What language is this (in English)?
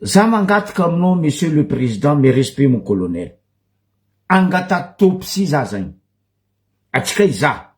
Malagasy